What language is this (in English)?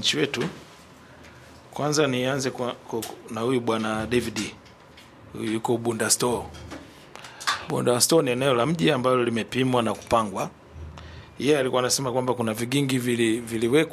Swahili